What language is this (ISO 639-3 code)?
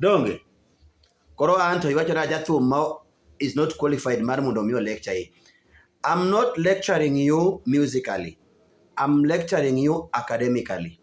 luo